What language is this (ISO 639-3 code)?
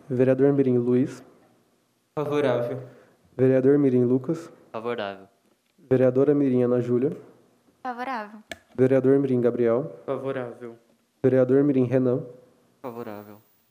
por